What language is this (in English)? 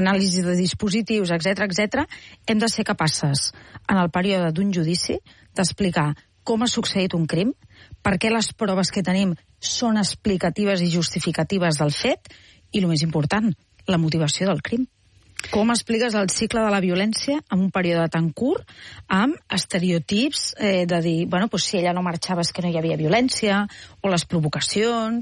Catalan